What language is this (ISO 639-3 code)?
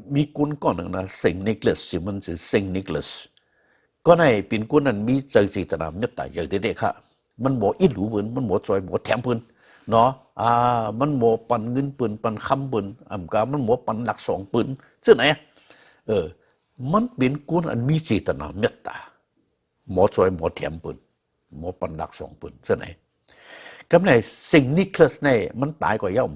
shn